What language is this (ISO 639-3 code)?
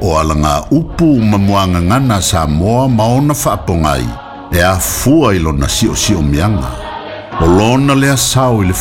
smo